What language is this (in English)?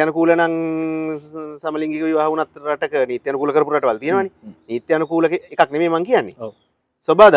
Sinhala